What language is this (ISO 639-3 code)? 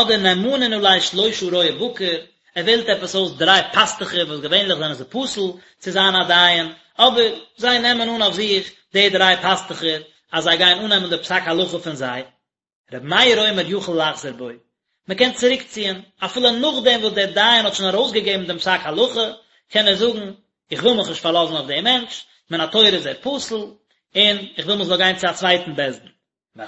yid